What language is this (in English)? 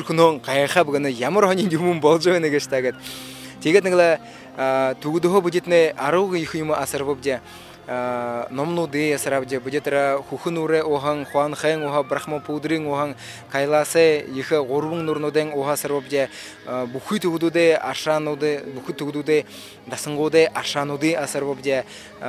Buriat